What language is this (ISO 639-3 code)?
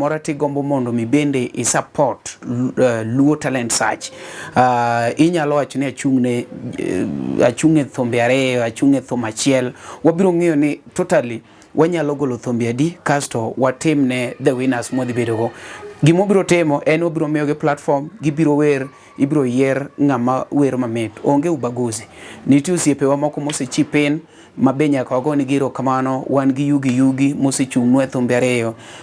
luo